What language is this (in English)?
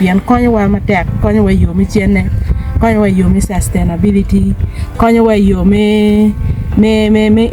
Acoli